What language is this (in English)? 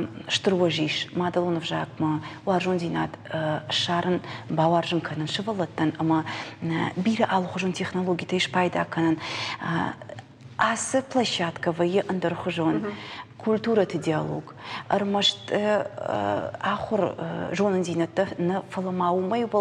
Ossetic